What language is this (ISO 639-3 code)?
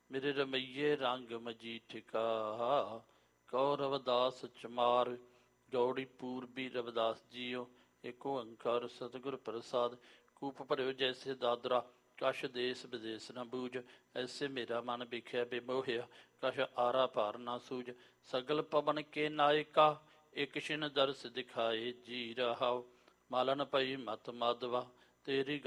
pan